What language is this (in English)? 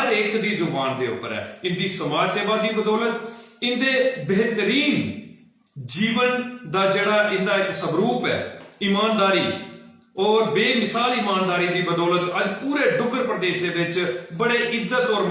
Dogri